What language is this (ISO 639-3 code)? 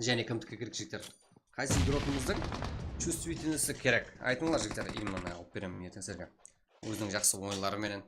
kaa